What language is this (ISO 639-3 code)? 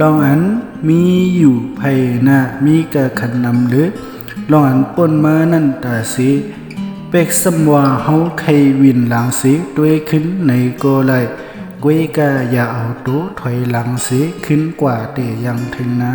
shn